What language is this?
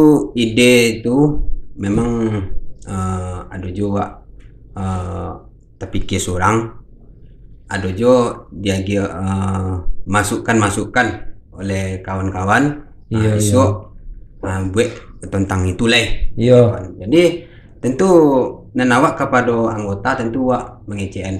Minangkabau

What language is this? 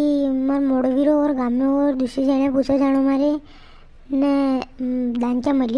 Rajasthani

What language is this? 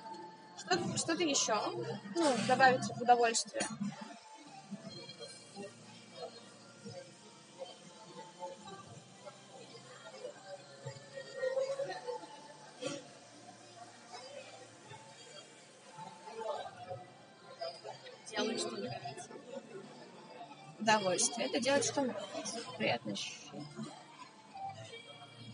Russian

